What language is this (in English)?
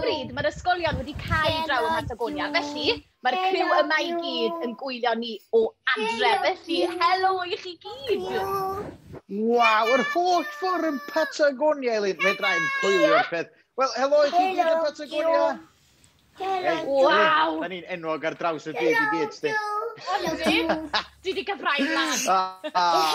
Welsh